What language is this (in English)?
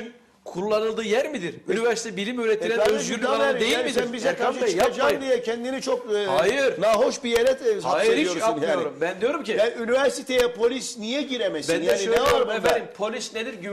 Turkish